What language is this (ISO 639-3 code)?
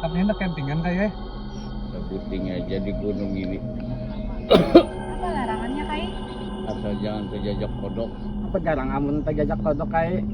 bjn